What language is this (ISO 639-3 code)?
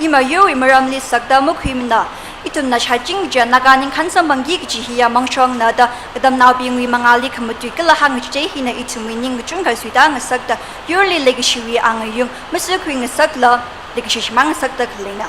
nmf